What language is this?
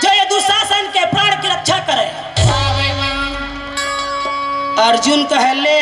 Chhattisgarhi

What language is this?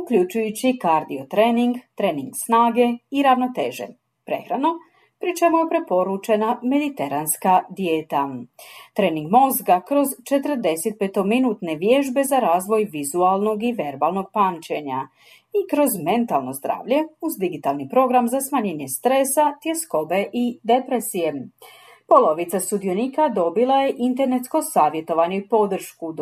Croatian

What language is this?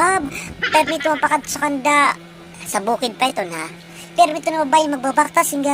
Waray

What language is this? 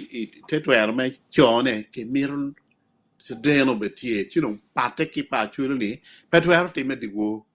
Acoli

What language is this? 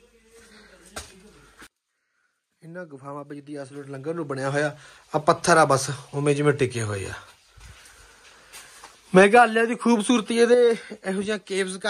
Punjabi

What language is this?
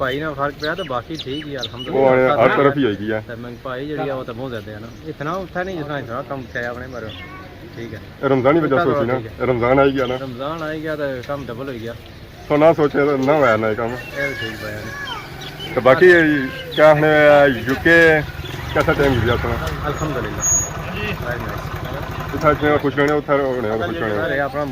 Pahari-Potwari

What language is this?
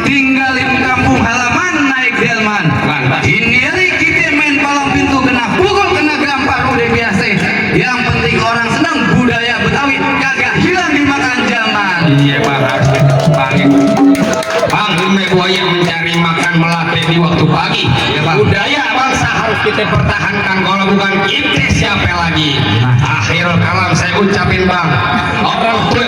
Betawi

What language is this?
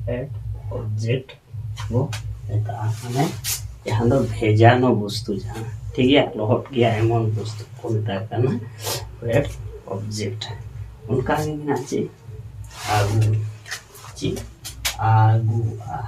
Santali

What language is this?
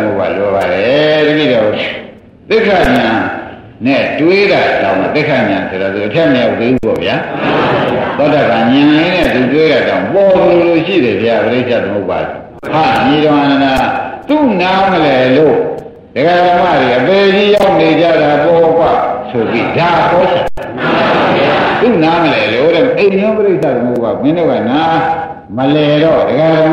Burmese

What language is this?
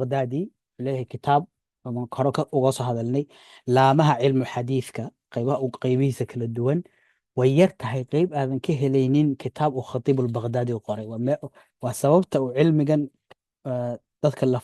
Somali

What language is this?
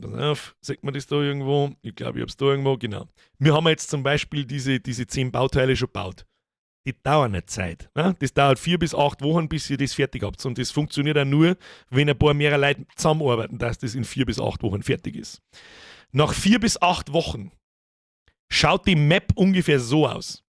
Bavarian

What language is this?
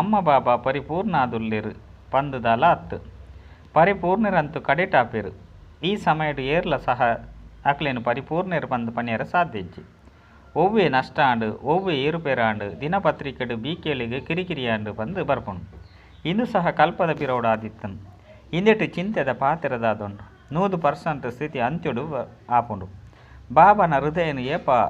Tulu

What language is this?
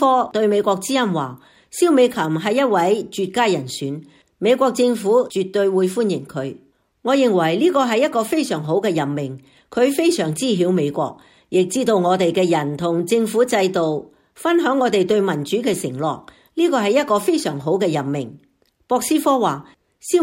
Cantonese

